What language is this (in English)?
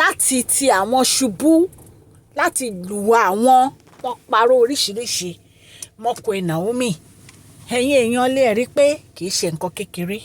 Yoruba